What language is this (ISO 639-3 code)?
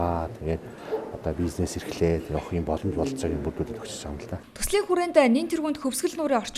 mon